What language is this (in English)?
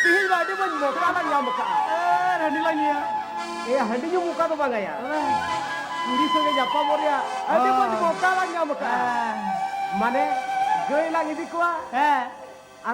Santali